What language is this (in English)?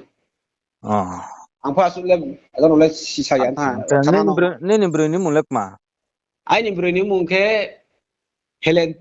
Riang (India)